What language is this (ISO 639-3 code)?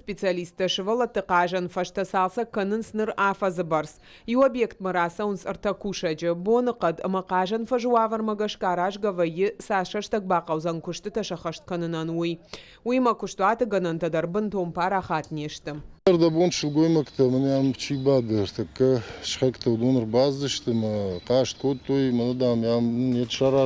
oss